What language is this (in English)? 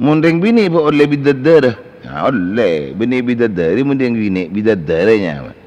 Madurese